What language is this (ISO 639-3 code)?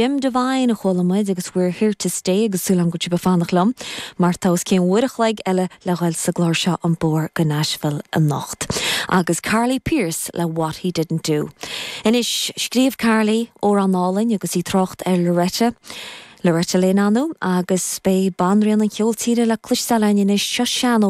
gle